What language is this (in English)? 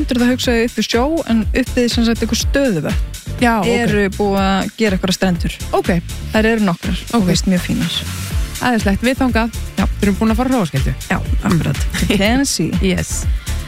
Icelandic